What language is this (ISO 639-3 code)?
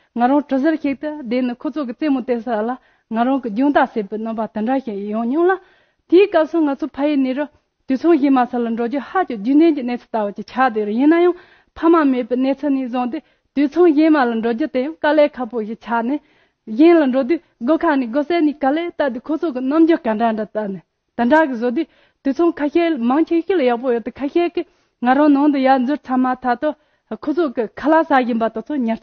bod